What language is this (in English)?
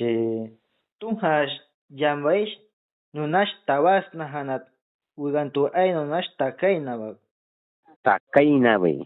Aguaruna